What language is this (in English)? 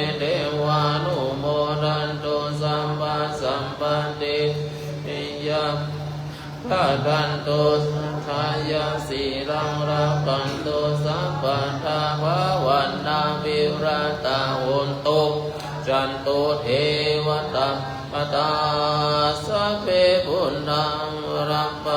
Pali